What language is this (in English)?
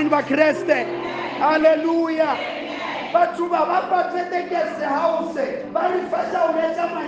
Southern Sotho